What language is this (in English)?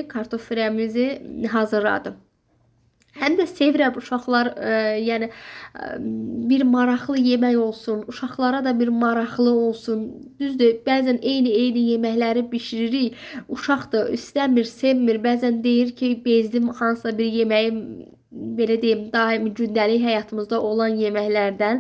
Azerbaijani